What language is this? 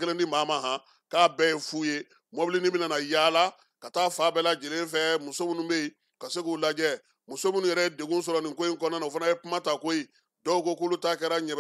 Bambara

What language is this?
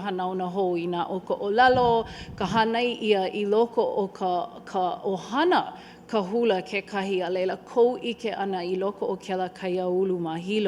Hawaiian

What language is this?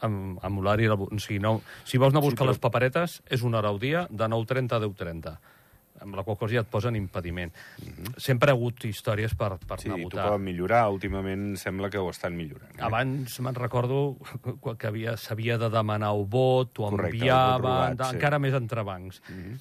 Catalan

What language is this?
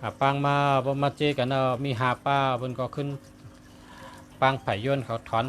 Shan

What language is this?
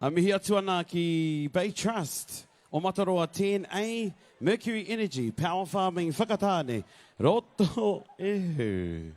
Māori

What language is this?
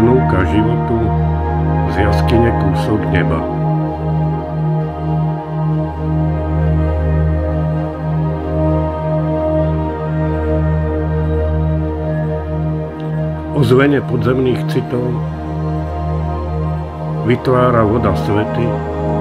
Slovak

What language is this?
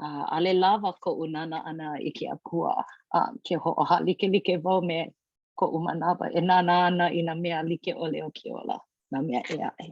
Hawaiian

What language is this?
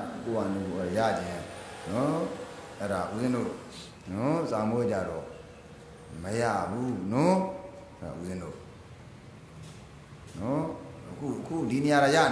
Burmese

